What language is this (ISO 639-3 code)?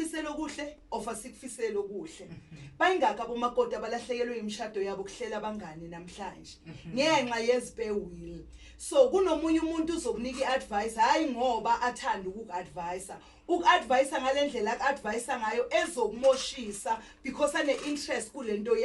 zul